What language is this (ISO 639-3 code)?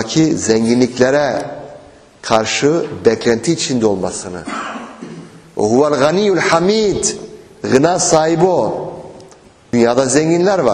tur